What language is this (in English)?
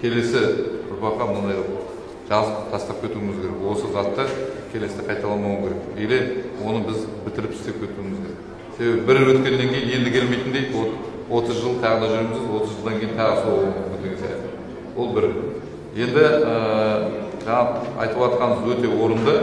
Kazakh